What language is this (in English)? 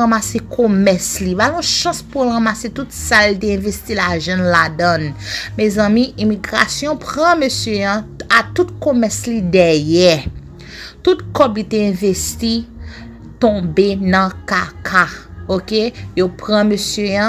Haitian Creole